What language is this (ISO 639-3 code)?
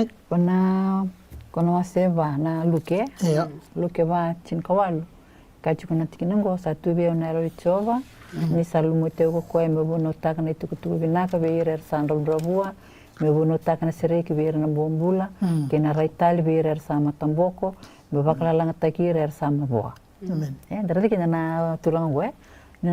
fij